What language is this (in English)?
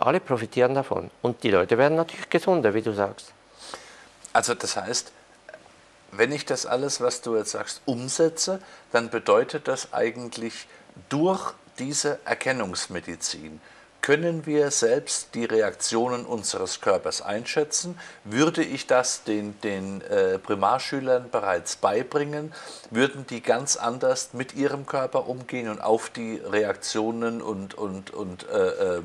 German